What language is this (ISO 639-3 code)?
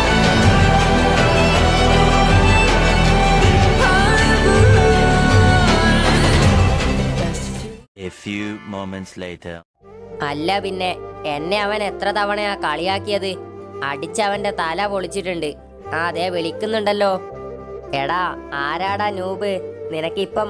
mal